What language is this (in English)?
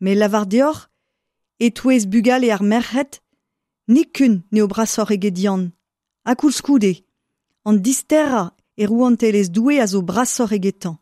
Breton